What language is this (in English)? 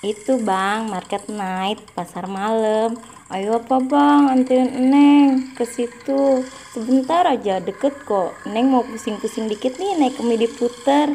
Betawi